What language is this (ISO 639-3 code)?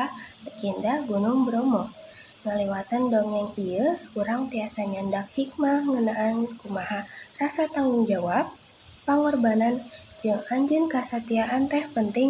sun